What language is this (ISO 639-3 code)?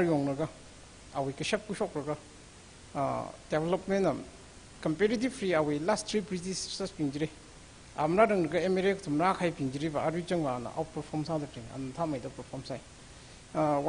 nmf